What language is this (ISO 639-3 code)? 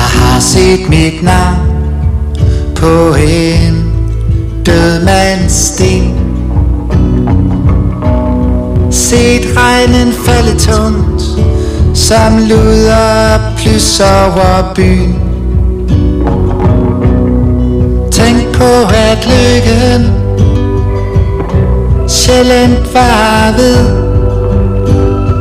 dan